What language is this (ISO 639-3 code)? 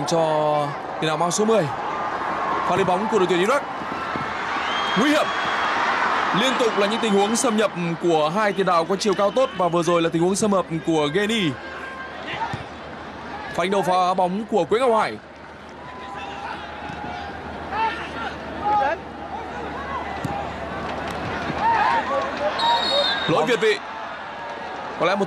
vie